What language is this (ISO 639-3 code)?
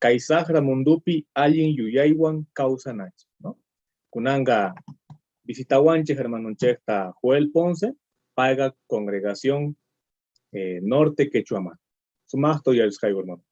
quh